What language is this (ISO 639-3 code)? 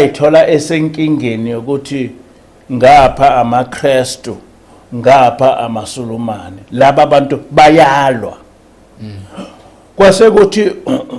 zul